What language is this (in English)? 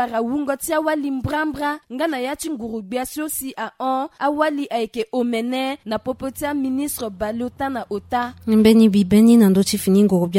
Sango